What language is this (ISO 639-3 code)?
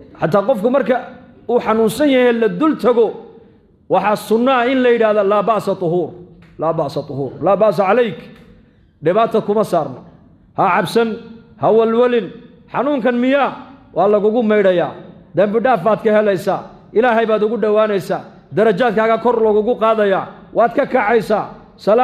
som